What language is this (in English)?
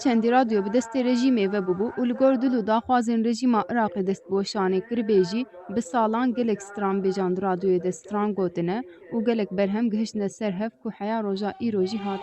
Kurdish